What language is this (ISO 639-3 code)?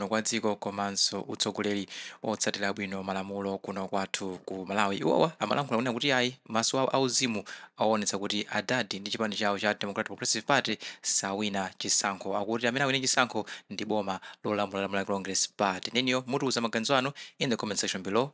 nya